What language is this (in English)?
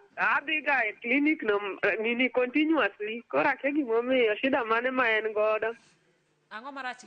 Luo (Kenya and Tanzania)